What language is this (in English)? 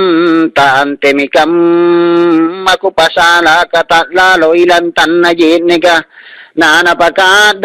Makasar